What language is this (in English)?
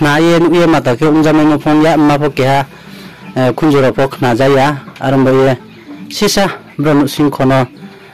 Riang (India)